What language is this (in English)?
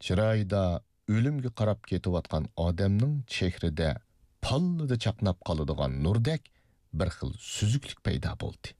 Uyghur